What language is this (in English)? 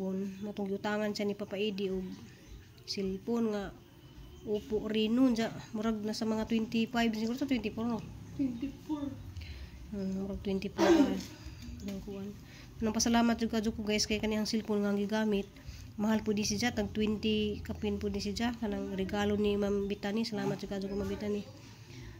Cebuano